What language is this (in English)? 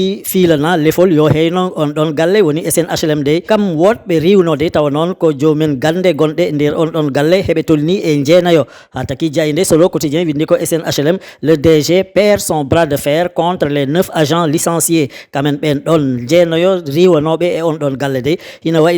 Fula